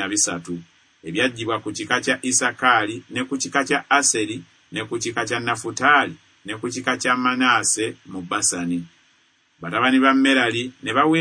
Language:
Ganda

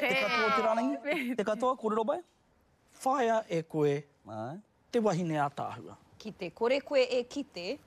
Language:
Māori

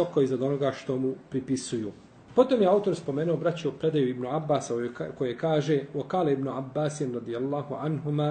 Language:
Bosnian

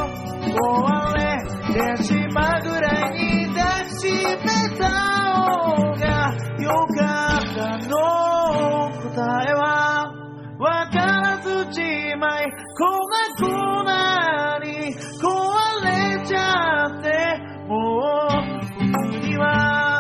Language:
Japanese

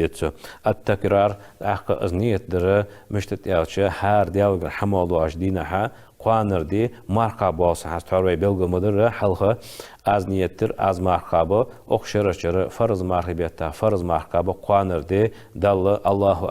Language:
Ingush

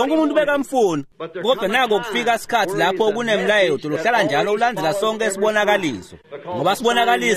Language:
Swati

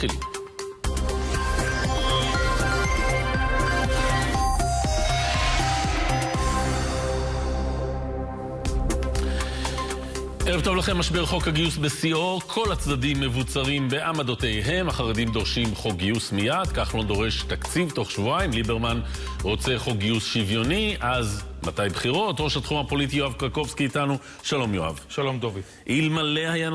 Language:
Hebrew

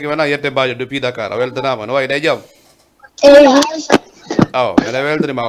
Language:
Fula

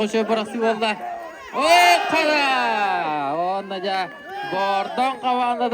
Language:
Yakut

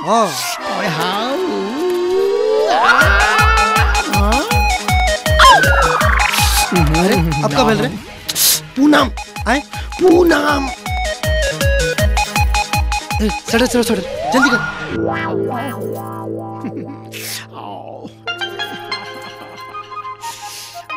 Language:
Bhojpuri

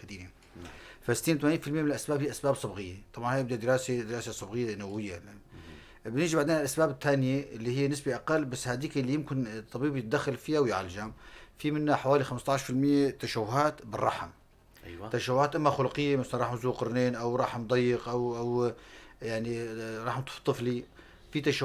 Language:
North Levantine Arabic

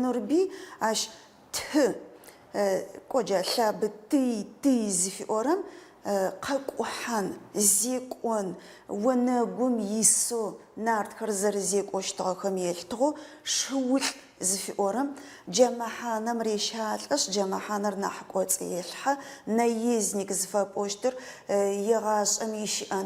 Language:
Adyghe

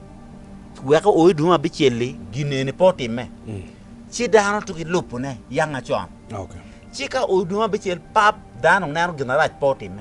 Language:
Acoli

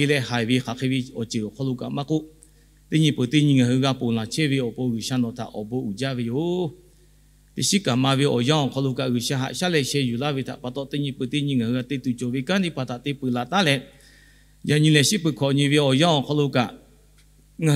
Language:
Lahu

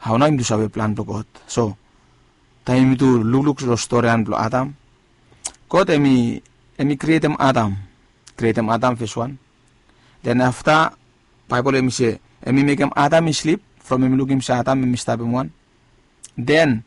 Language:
Bislama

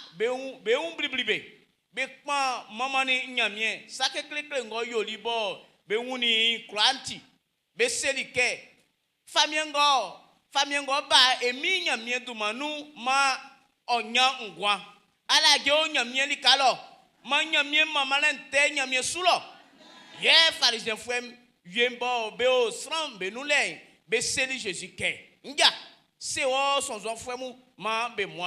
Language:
Baoulé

